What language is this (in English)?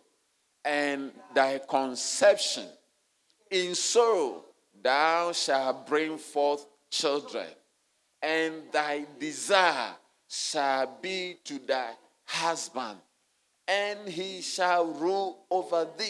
English